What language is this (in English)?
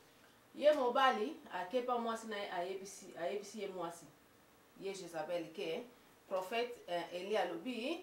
Lingala